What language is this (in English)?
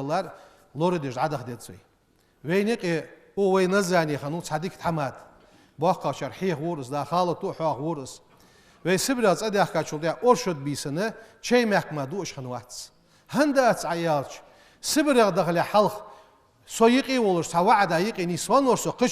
Ingush